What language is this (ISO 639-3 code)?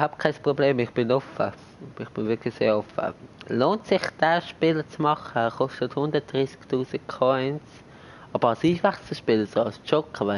gsw